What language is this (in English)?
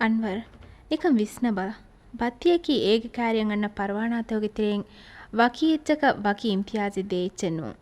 Divehi